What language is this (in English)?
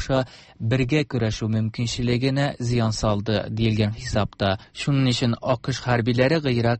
Tatar